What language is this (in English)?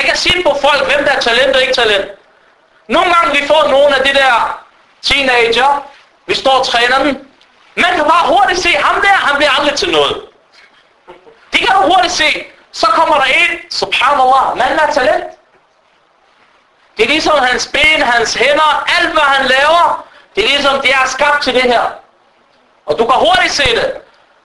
Danish